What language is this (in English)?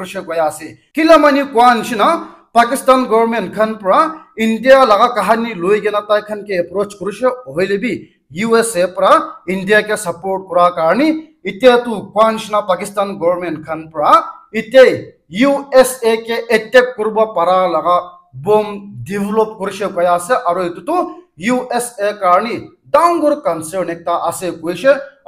Naga Pidgin